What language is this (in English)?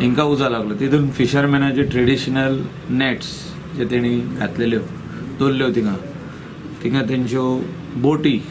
Konkani